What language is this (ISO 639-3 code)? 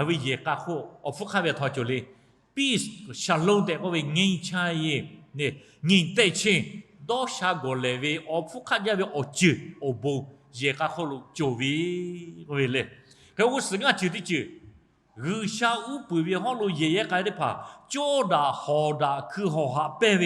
lhu